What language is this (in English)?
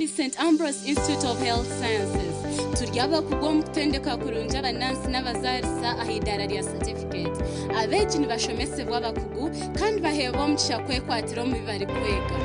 Nyankole